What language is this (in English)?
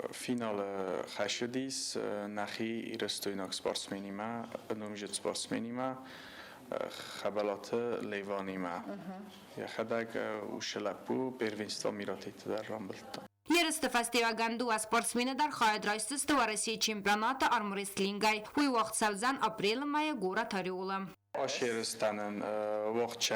Ossetic